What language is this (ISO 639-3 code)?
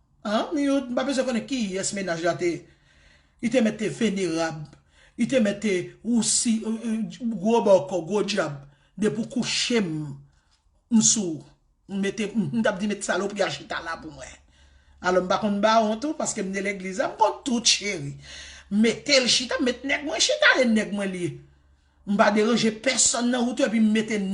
hat